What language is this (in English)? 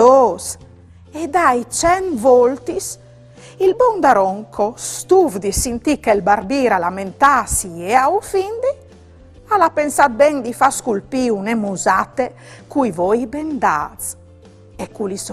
Friulian